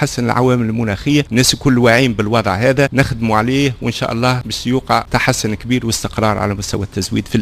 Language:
Tunisian Arabic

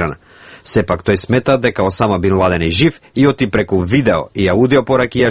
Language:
Macedonian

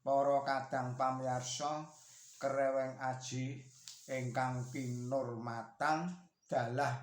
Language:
Javanese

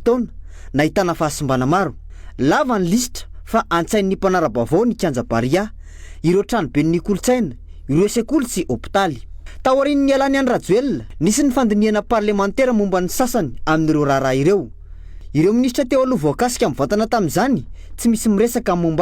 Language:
Malagasy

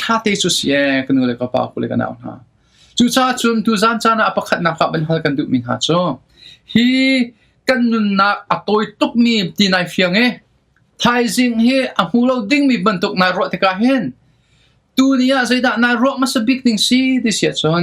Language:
Hakha Chin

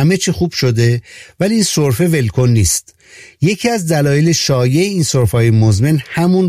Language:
Persian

